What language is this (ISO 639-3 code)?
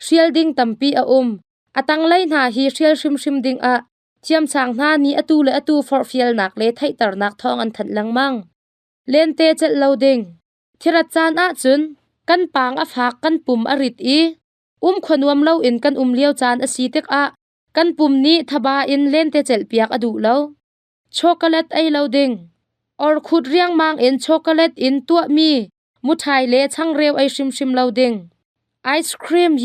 cnh